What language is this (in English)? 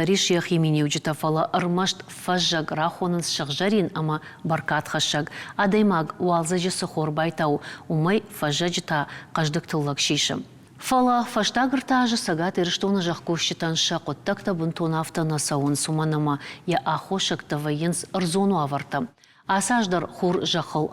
Ossetic